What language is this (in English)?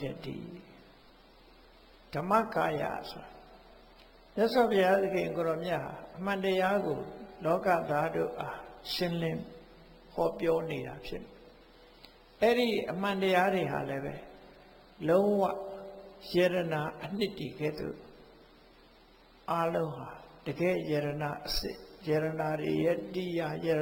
Burmese